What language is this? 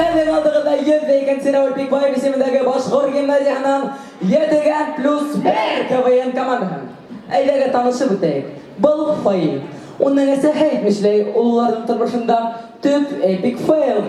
Bashkir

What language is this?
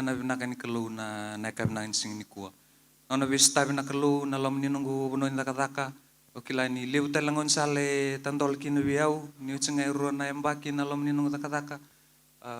Fijian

